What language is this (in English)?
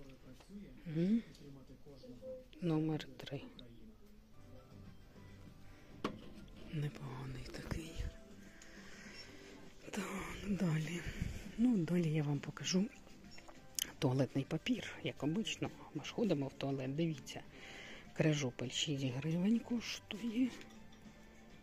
Ukrainian